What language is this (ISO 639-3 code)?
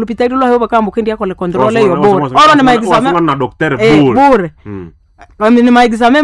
nnb